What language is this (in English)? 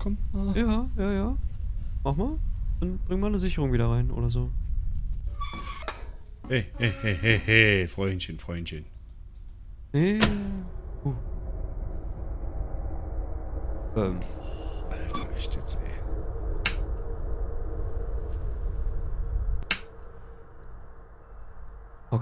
German